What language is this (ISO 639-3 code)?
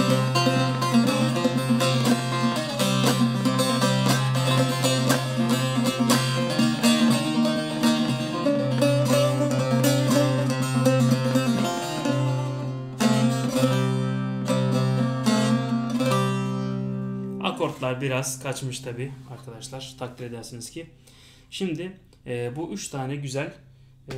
tur